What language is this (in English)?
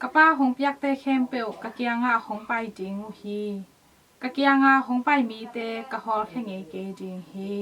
Tedim Chin